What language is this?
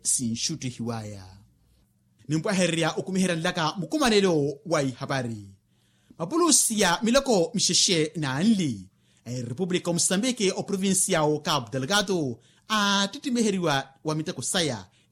Makhuwa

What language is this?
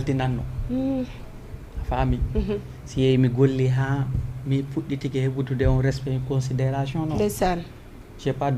Fula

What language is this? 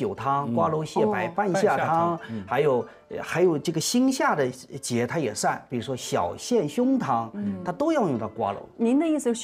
Chinese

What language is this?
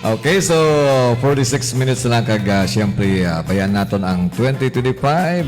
Hiligaynon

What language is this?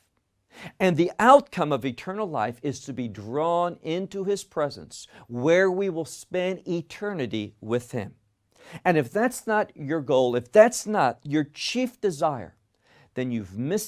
English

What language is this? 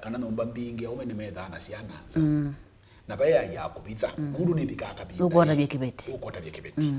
Kamba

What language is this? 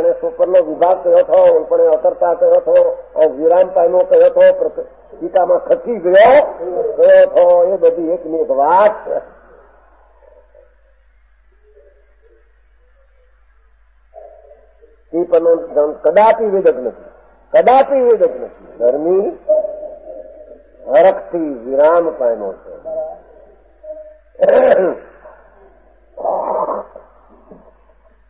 Gujarati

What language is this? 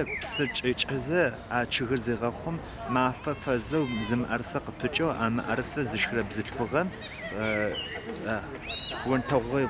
Adyghe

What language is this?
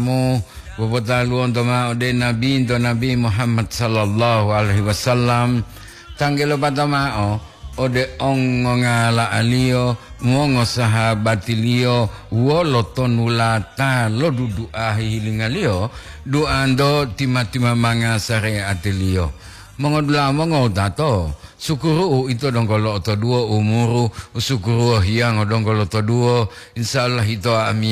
Gorontalo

